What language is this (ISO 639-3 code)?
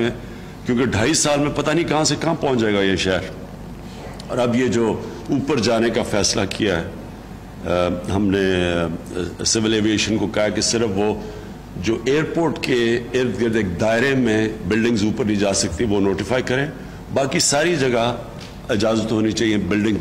urd